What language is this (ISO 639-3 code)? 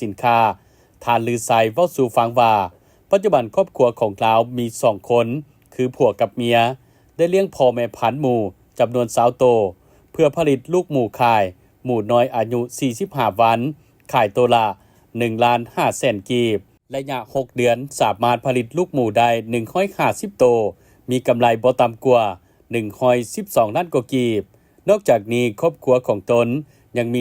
lao